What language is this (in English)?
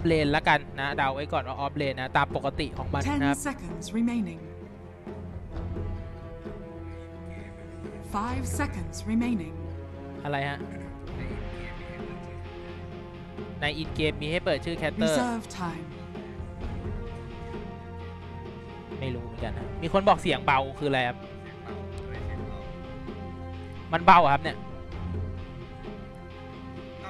Thai